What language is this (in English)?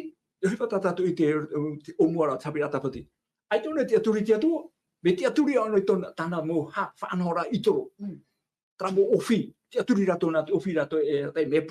Tahitian